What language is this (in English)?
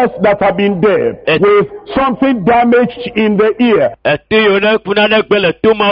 Ewe